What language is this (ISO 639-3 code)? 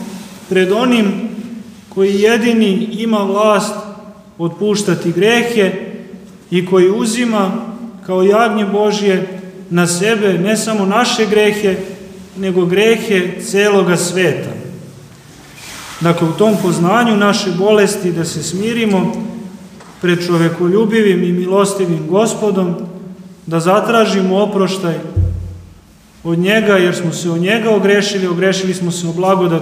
srp